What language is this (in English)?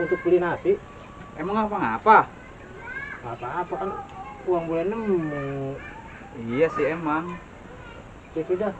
Betawi